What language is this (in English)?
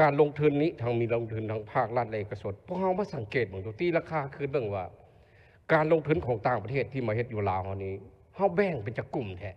Lao